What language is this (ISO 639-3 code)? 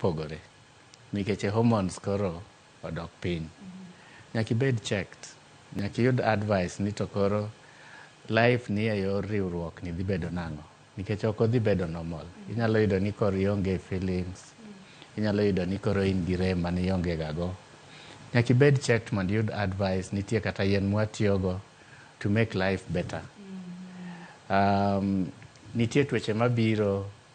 luo